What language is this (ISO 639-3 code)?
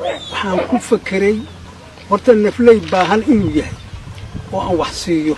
som